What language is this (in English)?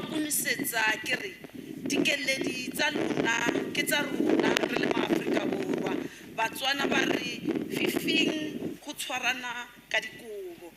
Tswana